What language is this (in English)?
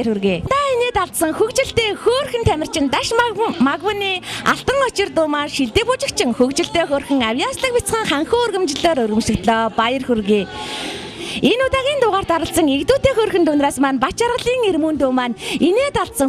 Mongolian